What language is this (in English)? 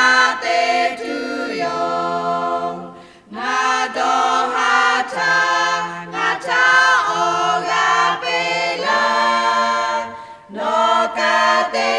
Lahu